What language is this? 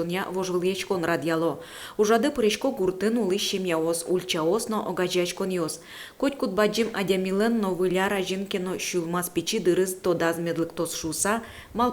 Udmurt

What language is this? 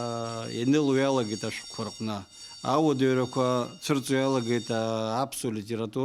Abkhazian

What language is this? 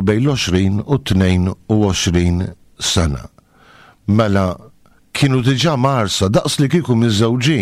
Maltese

